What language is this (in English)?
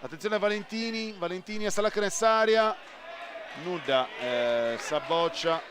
Sardinian